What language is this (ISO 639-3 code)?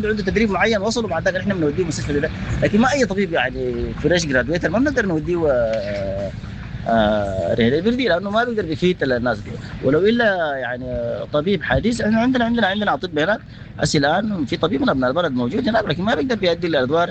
apd